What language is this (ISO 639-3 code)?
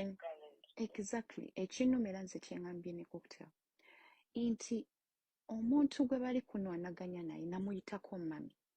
lug